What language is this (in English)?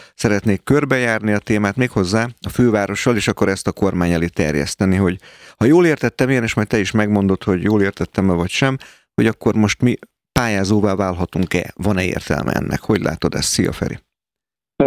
Hungarian